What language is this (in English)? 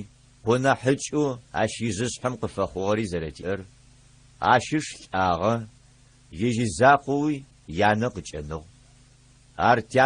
Adyghe